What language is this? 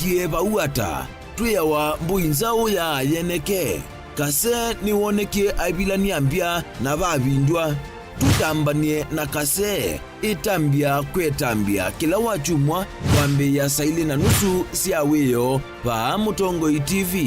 Kamba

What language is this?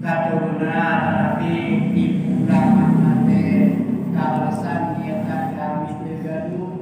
Sundanese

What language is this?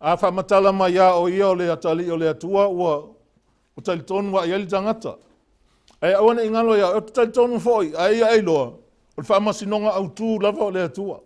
Samoan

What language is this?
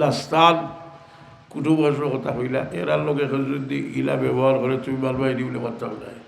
Sylheti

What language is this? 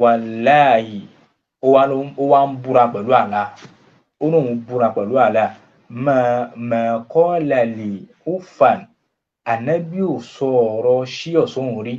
Yoruba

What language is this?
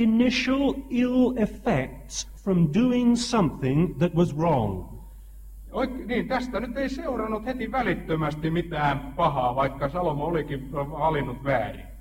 Finnish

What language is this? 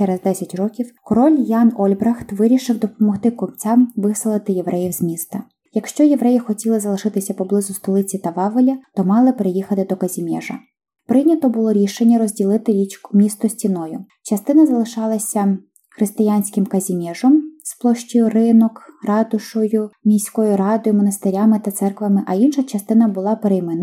Ukrainian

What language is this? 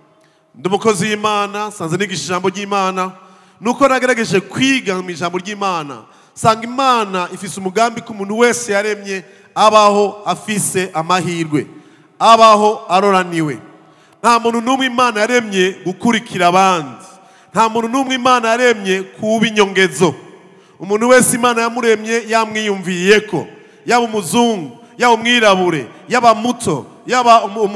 Rundi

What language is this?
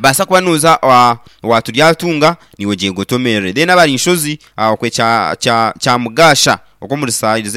Nyankole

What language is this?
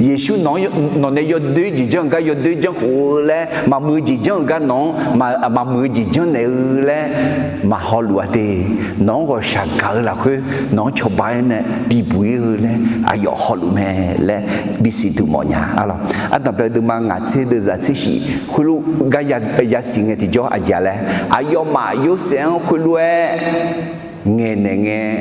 Akha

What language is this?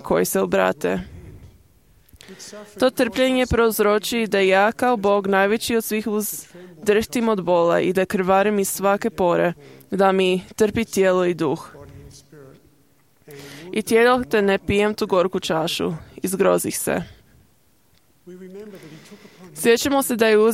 Croatian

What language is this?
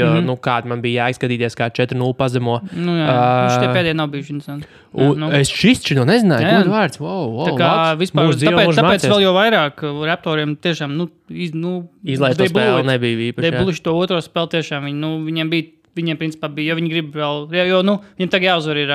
Latvian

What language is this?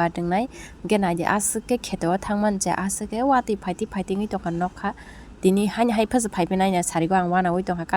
Kok Borok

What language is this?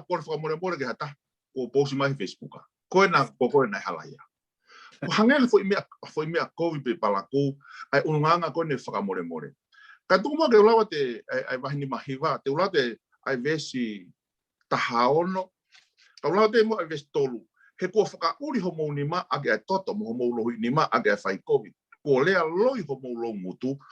Tongan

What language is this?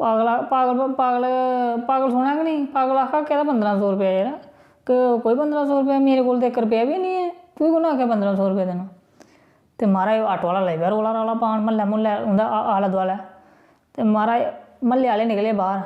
Dogri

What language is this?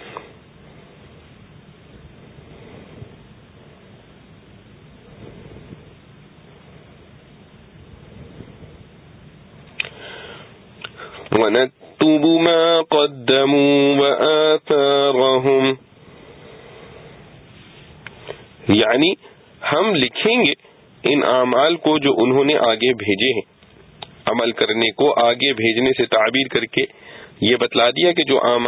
Urdu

